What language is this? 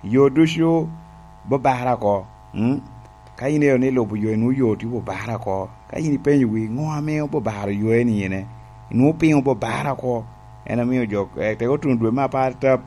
Lango (Uganda)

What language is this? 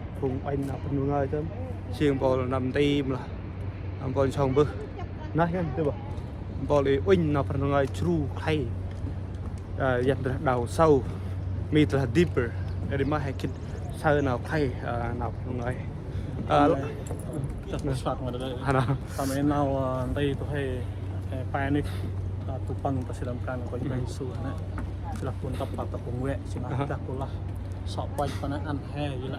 Central Mnong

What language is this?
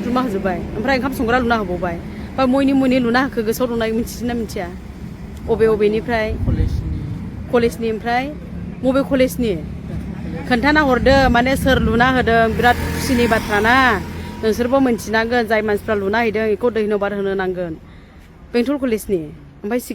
Bodo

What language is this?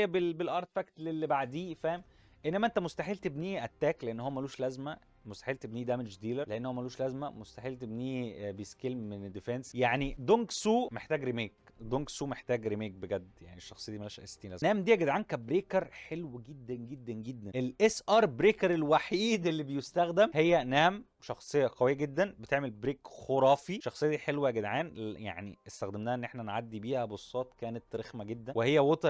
Egyptian Arabic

